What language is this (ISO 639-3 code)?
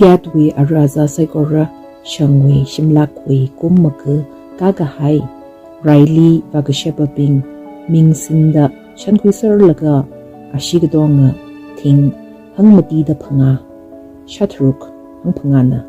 nmf